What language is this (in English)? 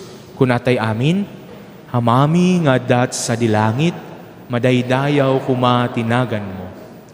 Iloko